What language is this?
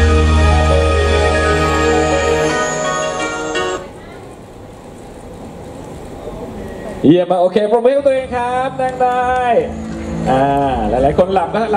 Thai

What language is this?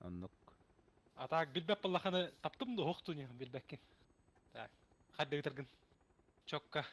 Yakut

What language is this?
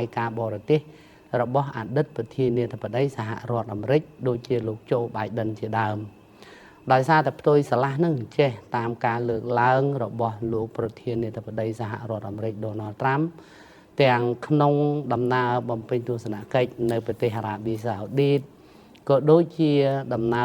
Khmer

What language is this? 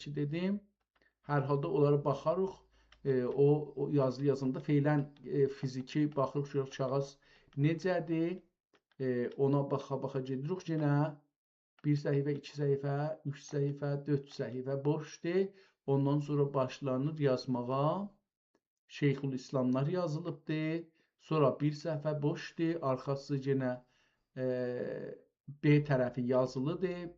South Azerbaijani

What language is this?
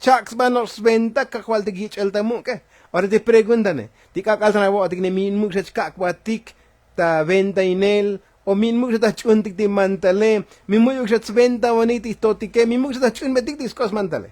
Tzotzil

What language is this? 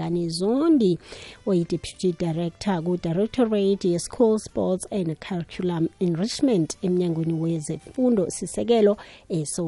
South Ndebele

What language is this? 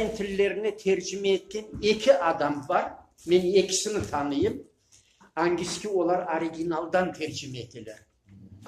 Crimean Tatar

